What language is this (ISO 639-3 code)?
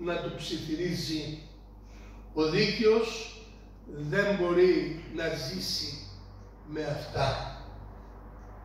ell